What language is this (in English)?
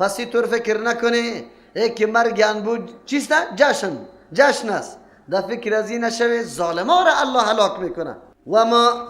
Persian